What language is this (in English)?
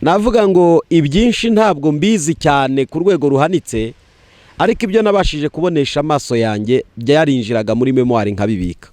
Kinyarwanda